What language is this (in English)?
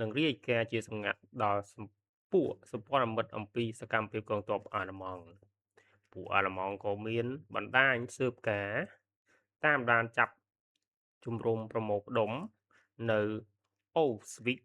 Khmer